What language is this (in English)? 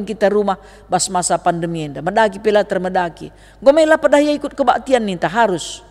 Batak Karo